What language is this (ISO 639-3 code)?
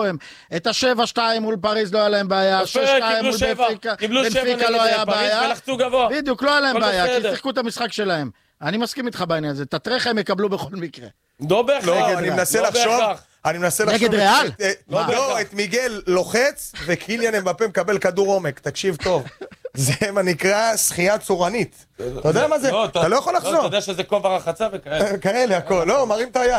heb